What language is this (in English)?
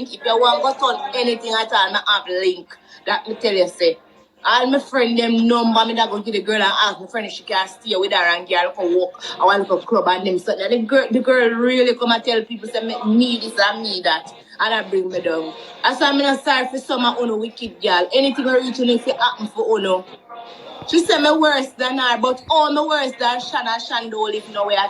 Jamaican Creole English